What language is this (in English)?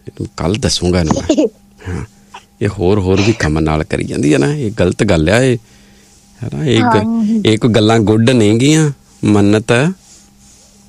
Punjabi